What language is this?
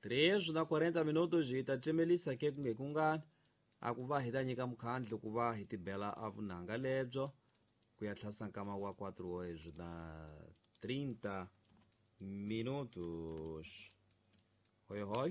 Tsonga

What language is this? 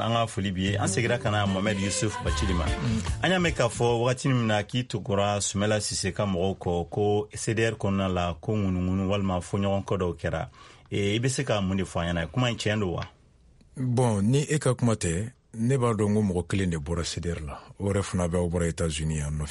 Bambara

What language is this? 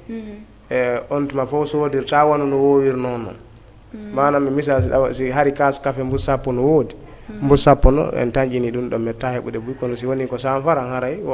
Fula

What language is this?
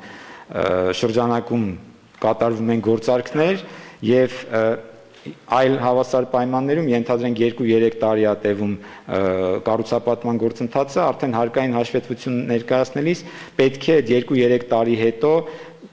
Armenian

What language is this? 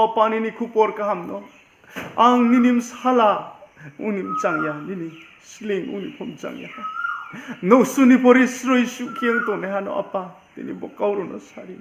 Riang (India)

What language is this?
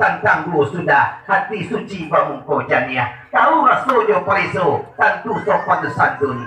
Minangkabau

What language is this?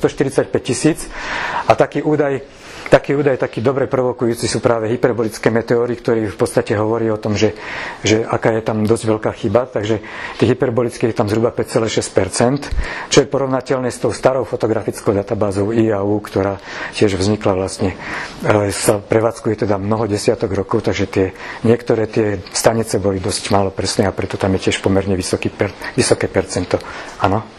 Slovak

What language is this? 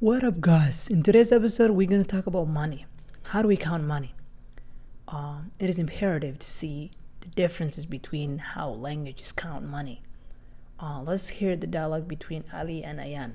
English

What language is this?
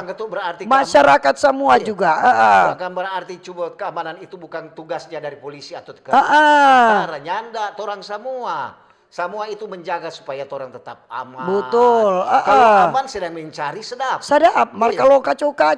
Manado Malay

